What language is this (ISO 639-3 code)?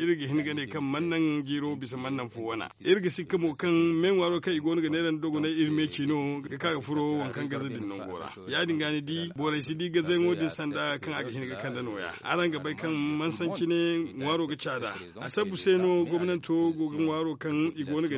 dje